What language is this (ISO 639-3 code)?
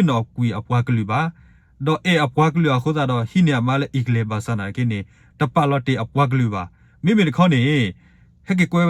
ksw